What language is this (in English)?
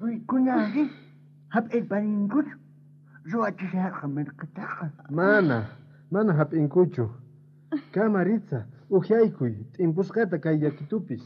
South Bolivian Quechua